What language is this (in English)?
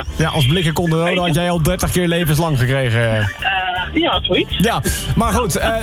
Dutch